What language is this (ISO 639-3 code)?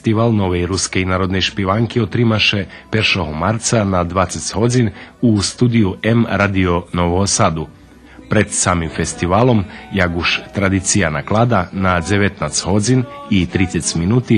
rue